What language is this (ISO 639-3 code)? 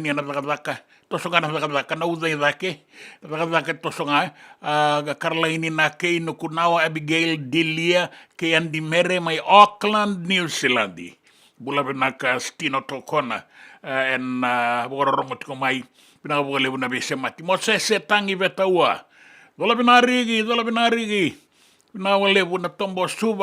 fij